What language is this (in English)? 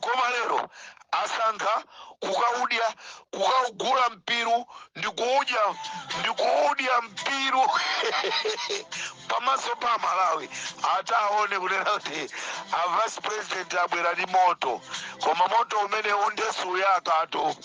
Nyanja